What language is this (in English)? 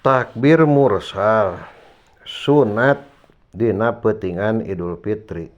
Sundanese